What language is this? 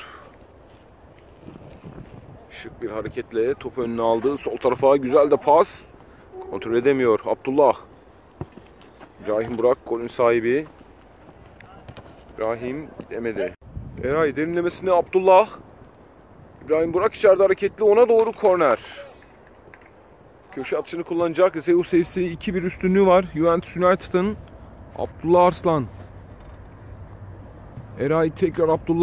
Turkish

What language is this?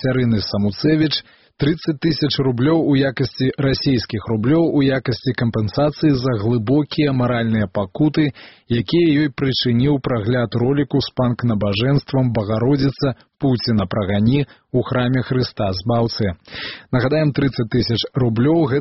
Belarusian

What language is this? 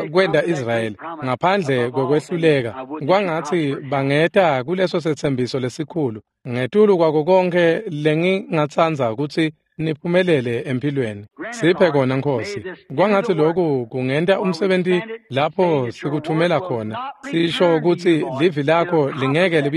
Swati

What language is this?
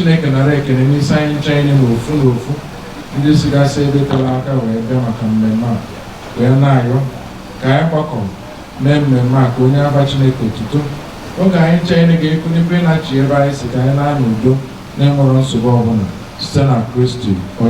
Igbo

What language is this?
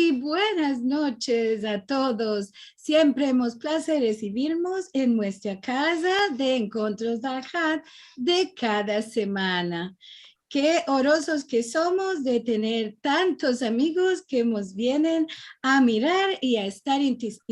Ladino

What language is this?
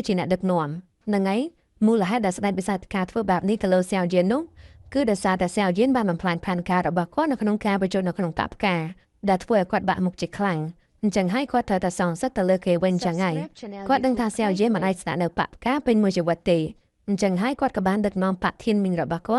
Khmer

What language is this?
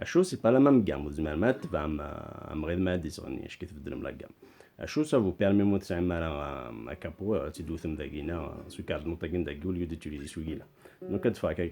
Kabyle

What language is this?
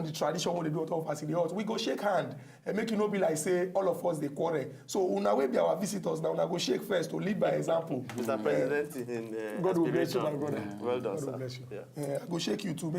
Nigerian Pidgin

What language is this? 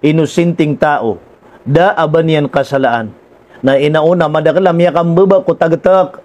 Maranao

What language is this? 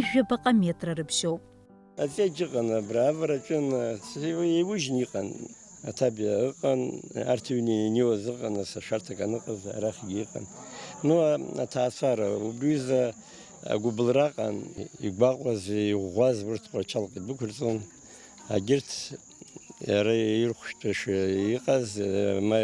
Abkhazian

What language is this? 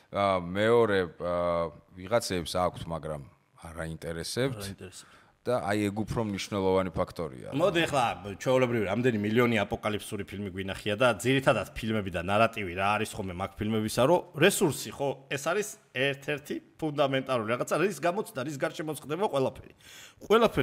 Georgian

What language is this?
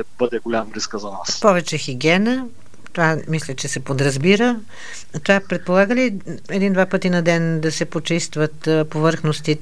Bulgarian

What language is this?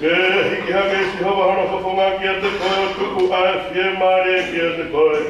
Tongan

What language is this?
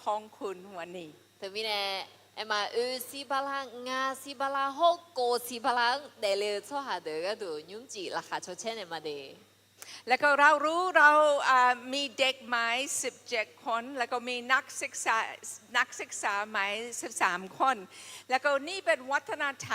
Akha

